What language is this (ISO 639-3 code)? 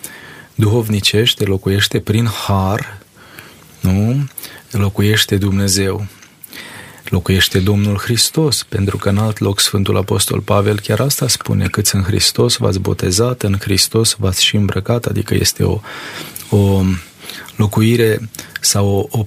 ron